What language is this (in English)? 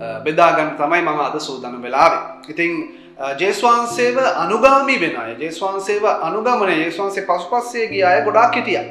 Sinhala